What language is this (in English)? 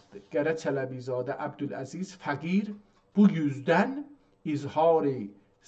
South Azerbaijani